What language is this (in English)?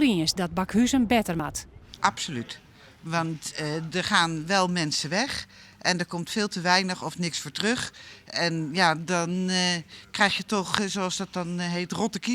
Western Frisian